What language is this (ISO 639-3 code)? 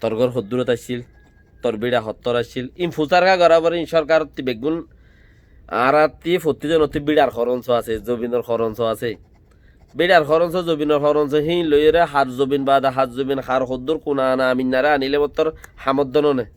rhg